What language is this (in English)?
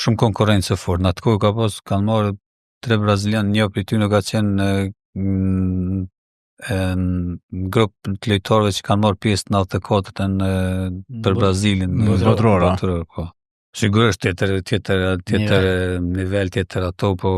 Albanian